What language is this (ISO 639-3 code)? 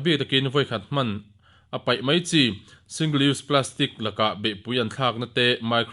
lus